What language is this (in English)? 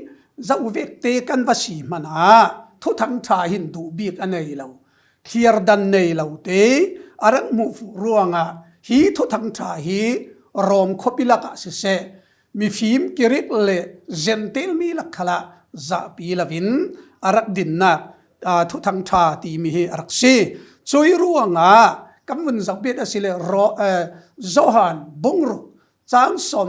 Falam Chin